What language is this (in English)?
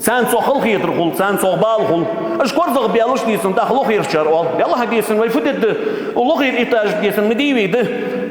Ingush